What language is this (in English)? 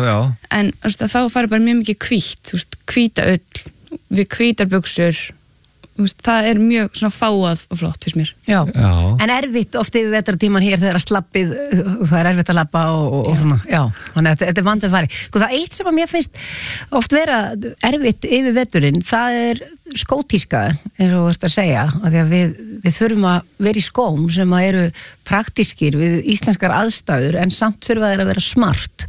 Icelandic